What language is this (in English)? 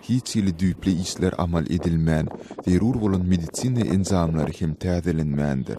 Turkmen